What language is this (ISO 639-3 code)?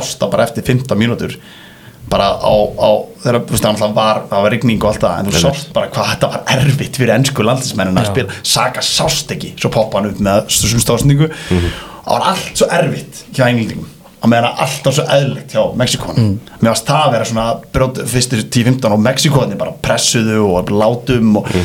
isl